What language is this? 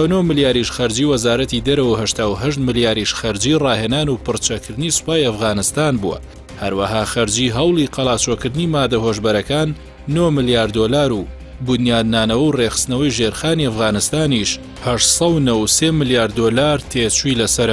Central Kurdish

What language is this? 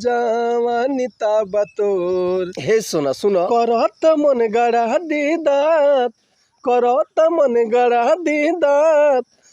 Bhojpuri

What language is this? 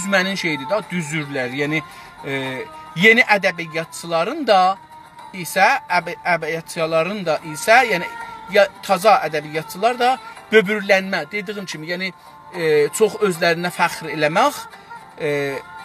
South Azerbaijani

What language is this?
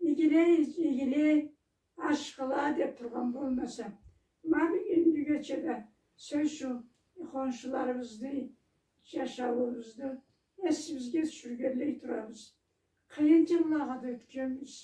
Karachay-Balkar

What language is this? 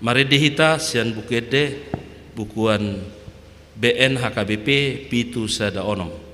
Batak Toba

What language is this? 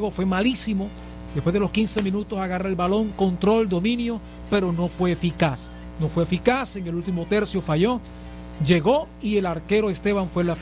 Spanish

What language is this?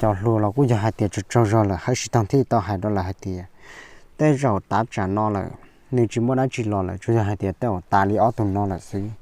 Hmong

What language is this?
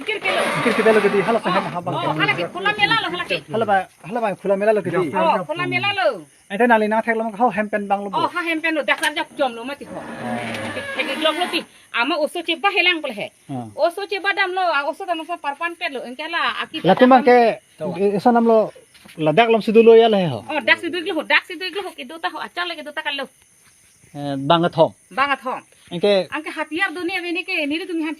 Karbi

